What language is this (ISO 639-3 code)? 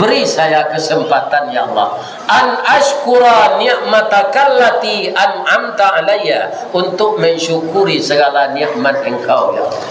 min